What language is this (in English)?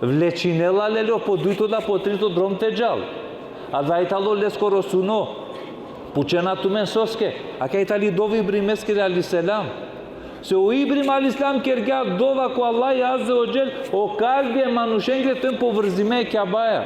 Balkan Romani